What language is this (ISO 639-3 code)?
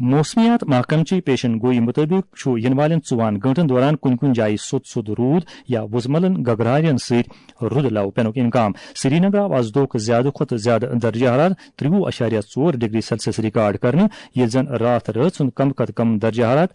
kas